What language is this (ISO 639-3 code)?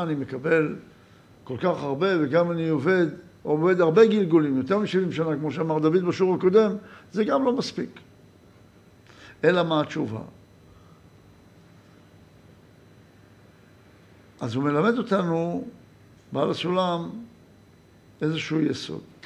heb